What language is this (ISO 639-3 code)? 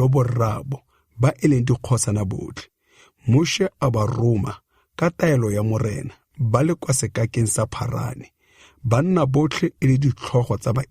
tsn